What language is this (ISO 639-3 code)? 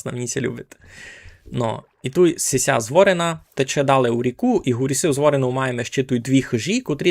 rue